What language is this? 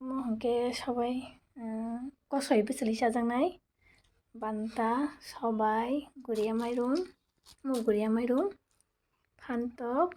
Kok Borok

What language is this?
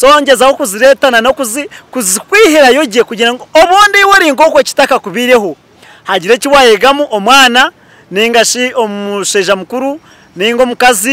Nyankole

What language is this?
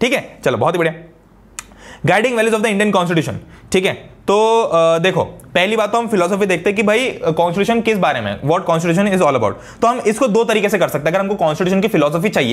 Hindi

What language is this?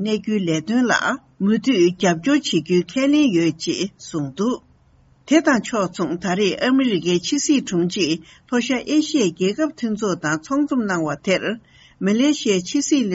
Tibetan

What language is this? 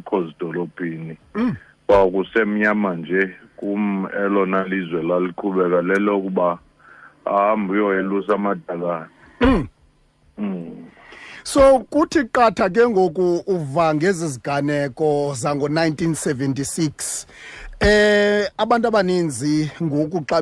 Xhosa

